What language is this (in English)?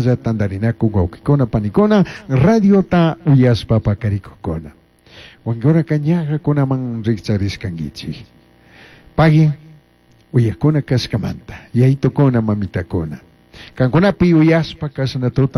Chimborazo Highland Quichua